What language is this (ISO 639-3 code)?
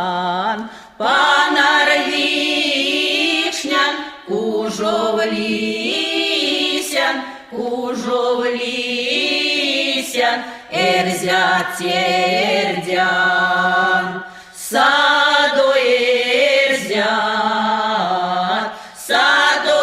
myv